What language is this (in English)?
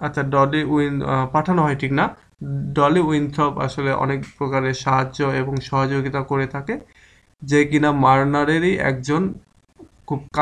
Bangla